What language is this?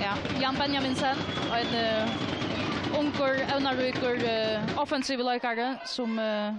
Faroese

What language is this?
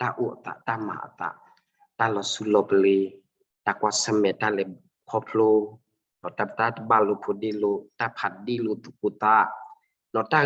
S'gaw Karen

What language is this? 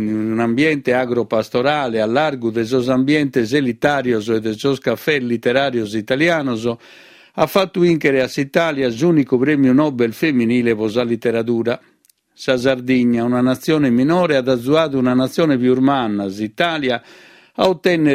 Sardinian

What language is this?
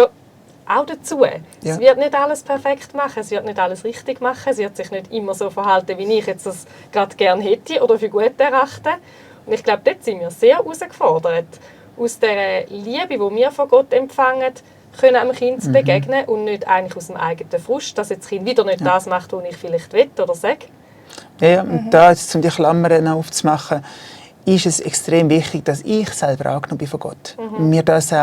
Swiss German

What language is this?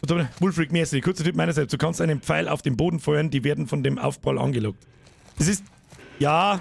Bavarian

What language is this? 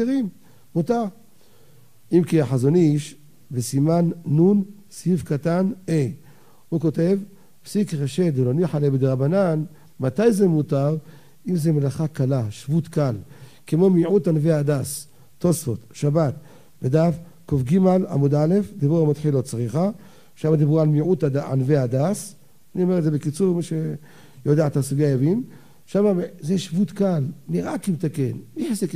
Hebrew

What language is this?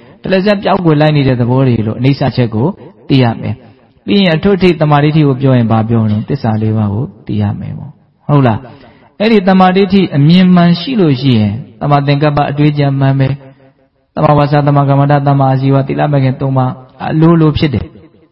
Burmese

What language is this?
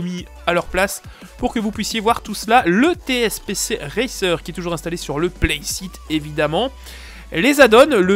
French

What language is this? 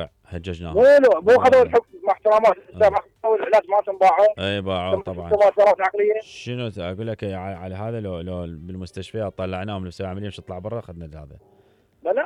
Mesopotamian Arabic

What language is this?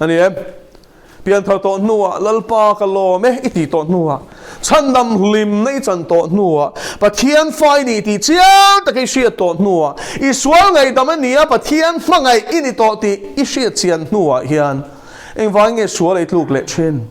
Mizo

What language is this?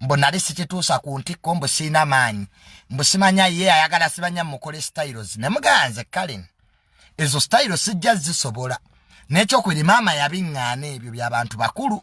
Ganda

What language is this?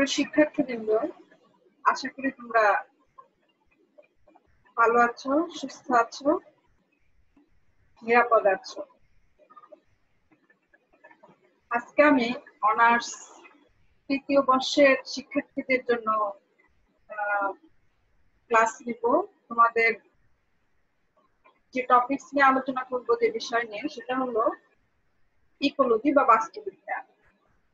Bangla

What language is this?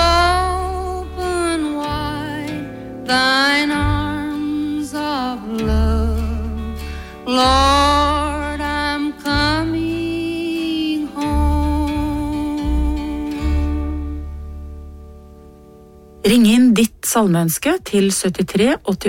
Norwegian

